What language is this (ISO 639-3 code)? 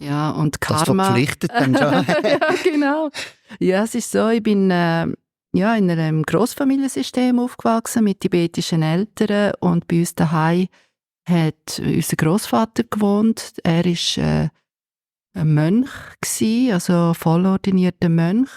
gsw